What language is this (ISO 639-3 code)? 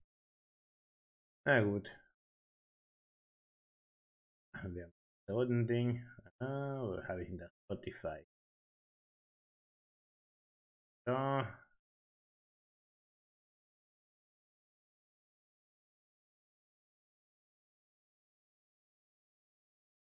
deu